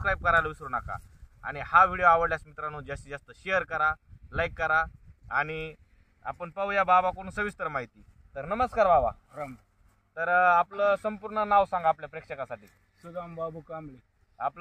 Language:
Marathi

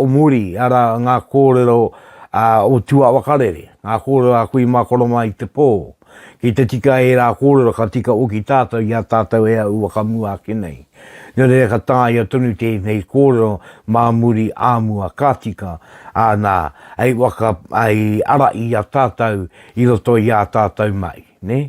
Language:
Māori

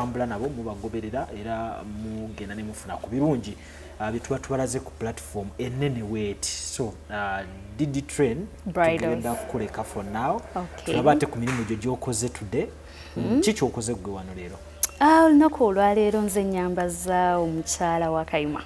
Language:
Ganda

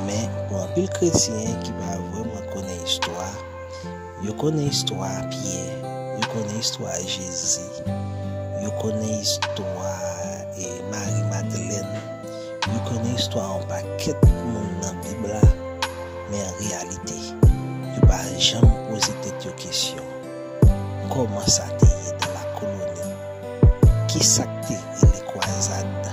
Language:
Haitian Creole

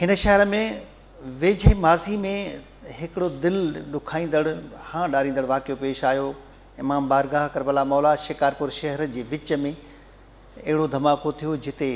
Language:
Sindhi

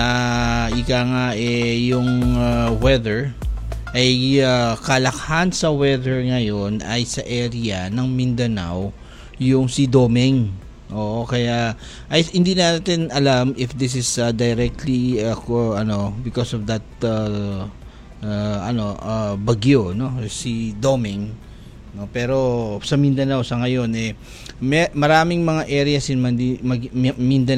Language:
Filipino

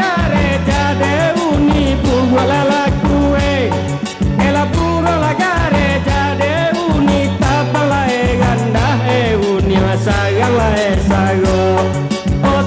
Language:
Minangkabau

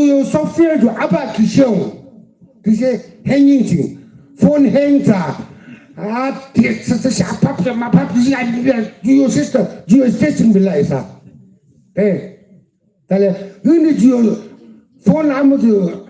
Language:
Yimchungru Naga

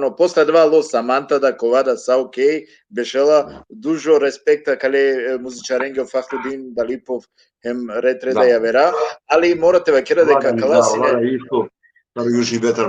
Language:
Balkan Romani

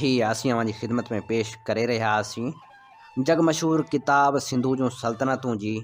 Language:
Sindhi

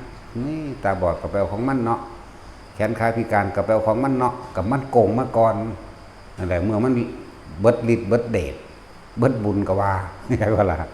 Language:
Northeastern Thai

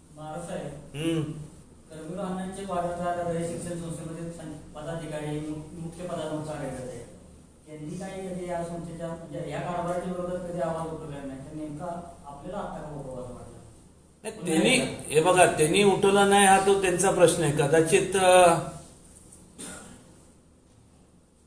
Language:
Marathi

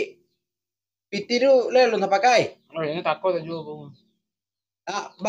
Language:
Minangkabau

